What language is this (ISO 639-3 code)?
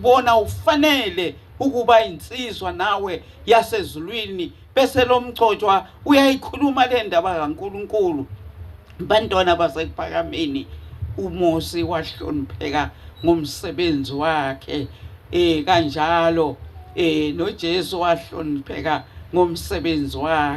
zul